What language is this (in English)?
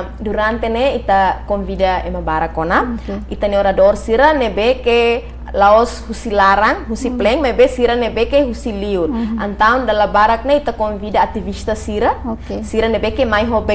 Tetum